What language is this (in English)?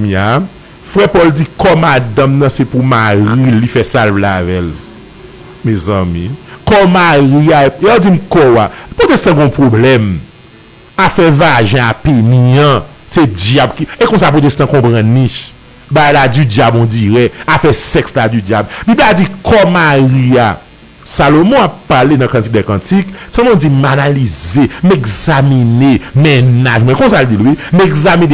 Haitian Creole